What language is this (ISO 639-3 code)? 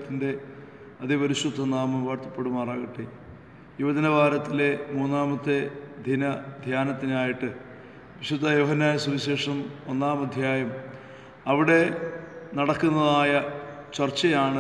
mal